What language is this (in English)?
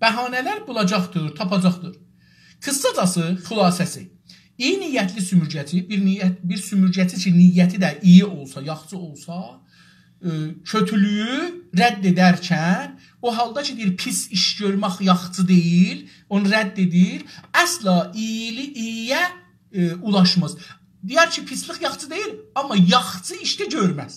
South Azerbaijani